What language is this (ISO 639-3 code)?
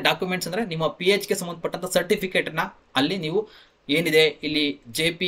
kan